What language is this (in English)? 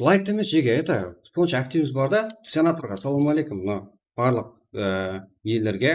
Kara-Kalpak